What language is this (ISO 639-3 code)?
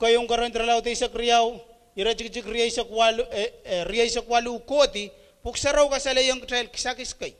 pon